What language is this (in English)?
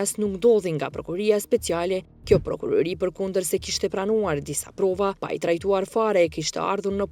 Albanian